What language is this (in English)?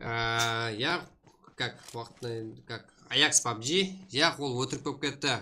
Kara-Kalpak